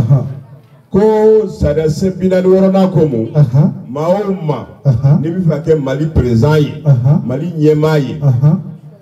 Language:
Bambara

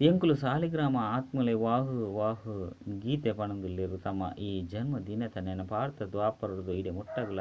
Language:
Tulu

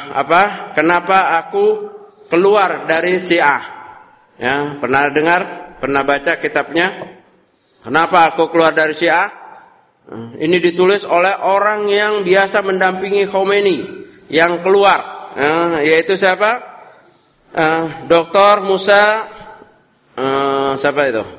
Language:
Indonesian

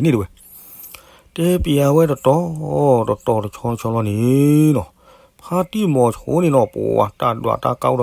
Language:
S'gaw Karen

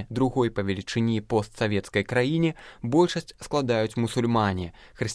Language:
Belarusian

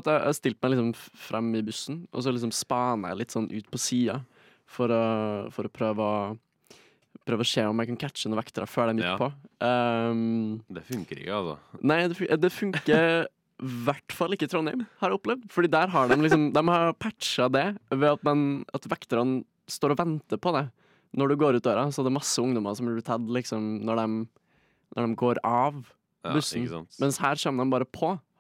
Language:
Norwegian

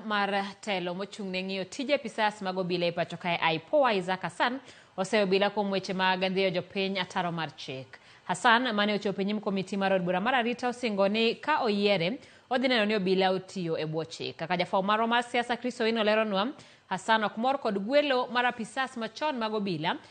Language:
Luo (Kenya and Tanzania)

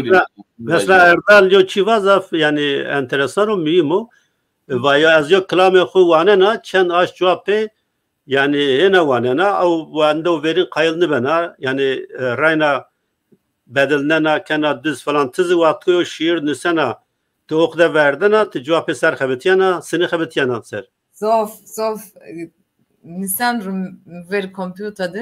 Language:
Zaza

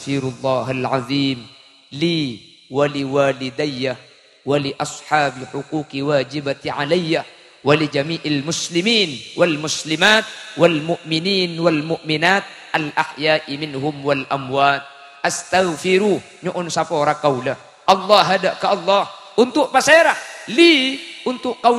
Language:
Madurese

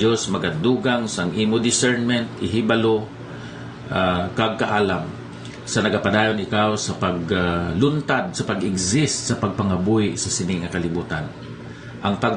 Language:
Hiligaynon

